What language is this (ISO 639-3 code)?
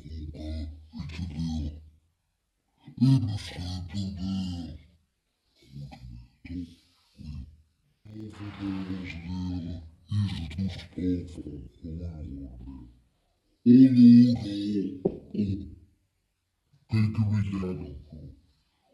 nld